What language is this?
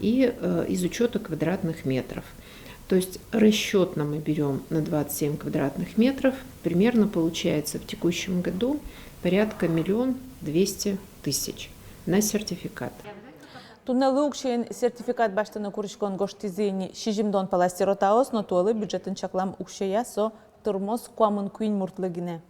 Udmurt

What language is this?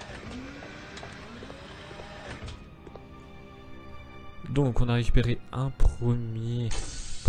French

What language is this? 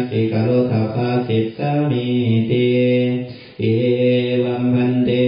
Pali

